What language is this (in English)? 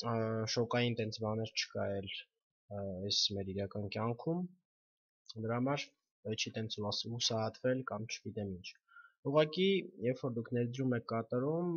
Armenian